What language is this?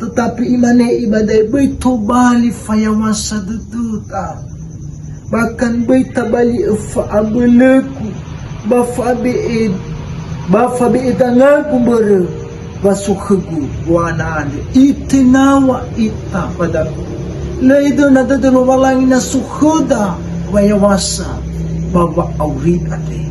Nias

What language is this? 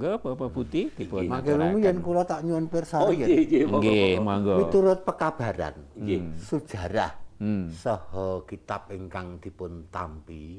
Javanese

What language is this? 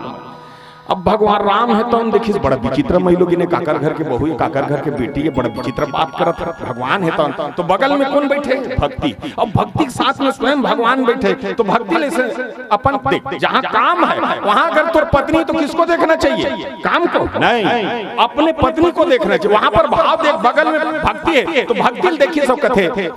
Chhattisgarhi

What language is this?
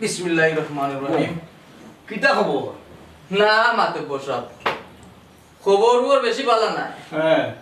Sylheti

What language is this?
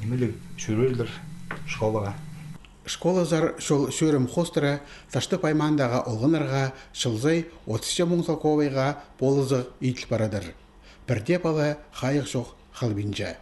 Khakas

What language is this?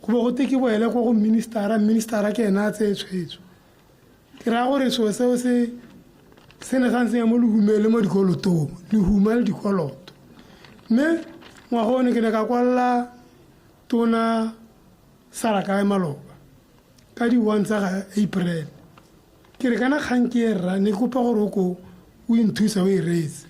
Tswana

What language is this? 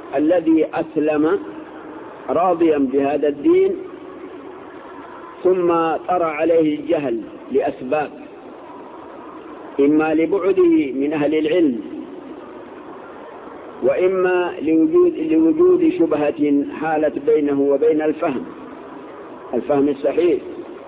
Arabic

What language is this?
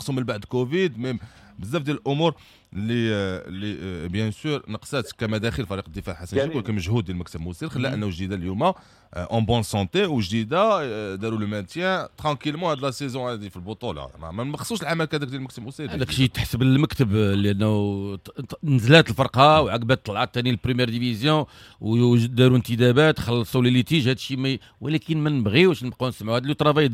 Moroccan Arabic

